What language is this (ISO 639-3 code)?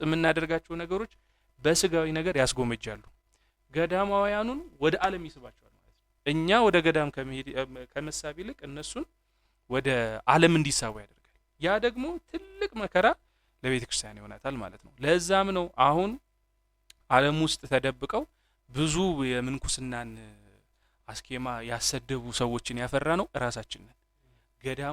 amh